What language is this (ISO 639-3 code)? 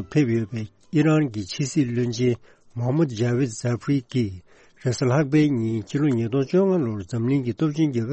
bod